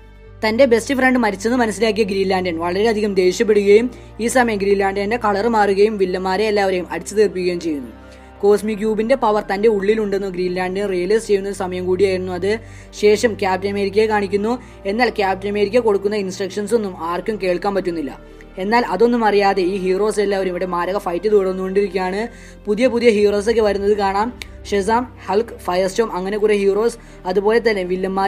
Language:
Malayalam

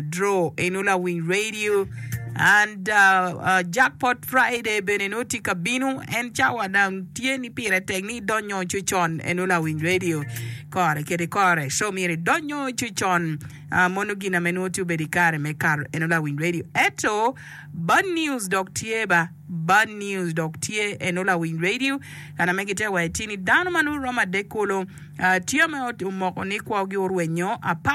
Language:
Acoli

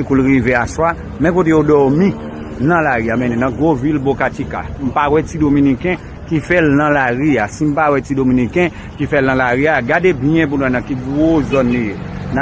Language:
Haitian Creole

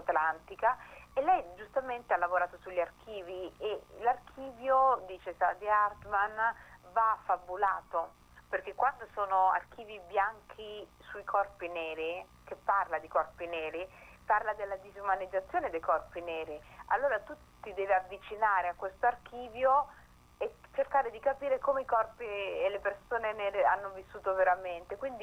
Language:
Italian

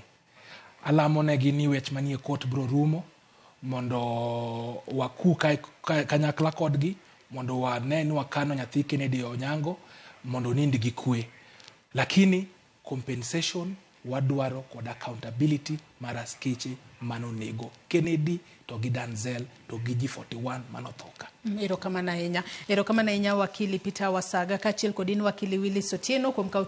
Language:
Luo (Kenya and Tanzania)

